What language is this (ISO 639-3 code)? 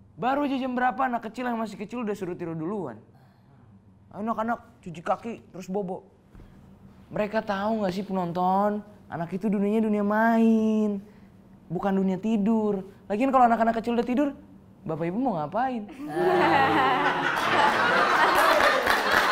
ind